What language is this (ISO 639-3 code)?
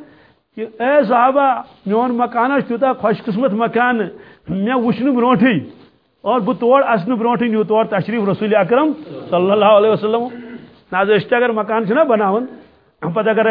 kas